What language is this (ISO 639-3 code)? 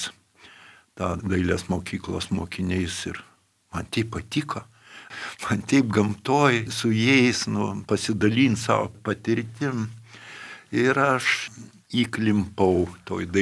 lit